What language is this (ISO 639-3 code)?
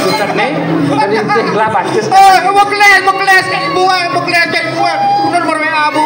ban